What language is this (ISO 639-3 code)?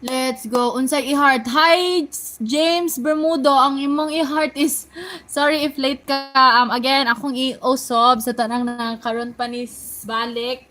ceb